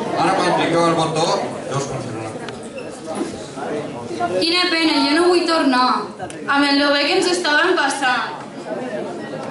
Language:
Catalan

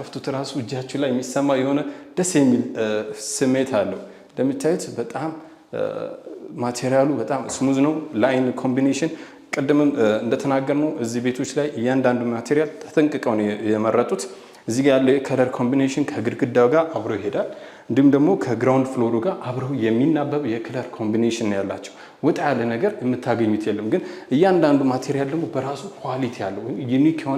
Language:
Amharic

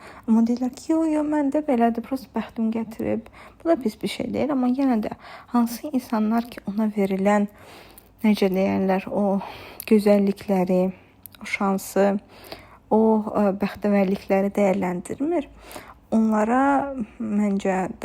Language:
Azerbaijani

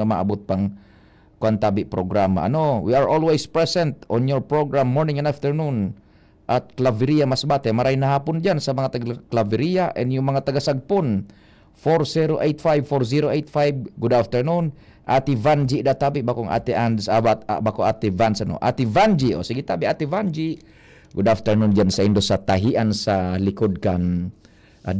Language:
Bikol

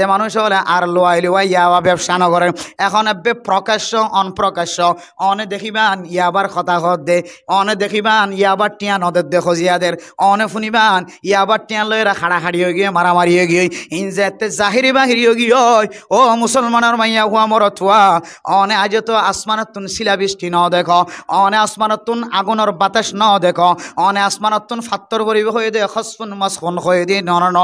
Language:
Rohingya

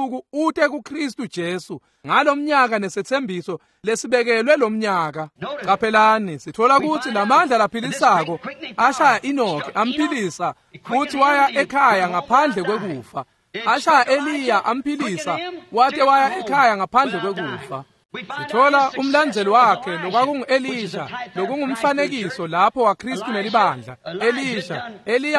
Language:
Swati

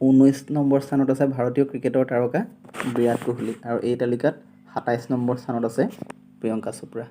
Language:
Assamese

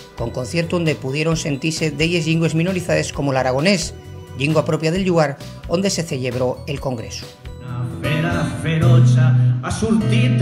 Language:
Asturian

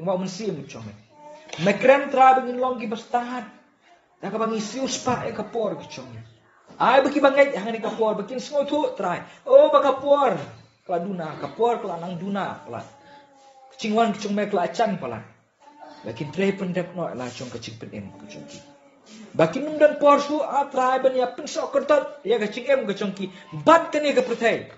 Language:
Khasi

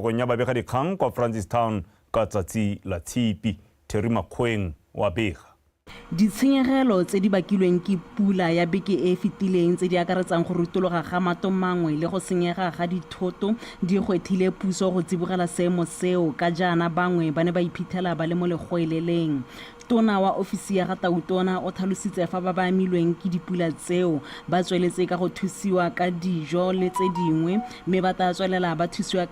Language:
Tswana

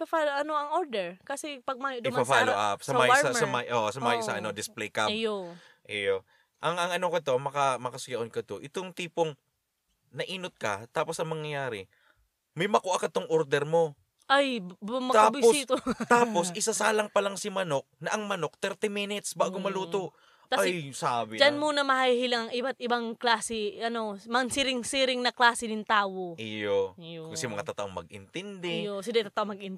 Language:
Bikol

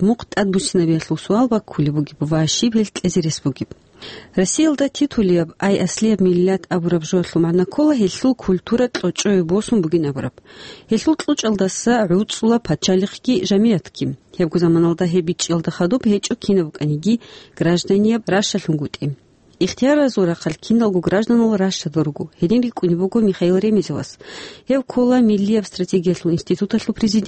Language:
Avaric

